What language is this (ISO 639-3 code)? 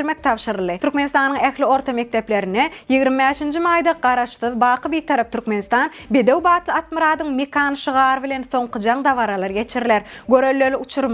tuk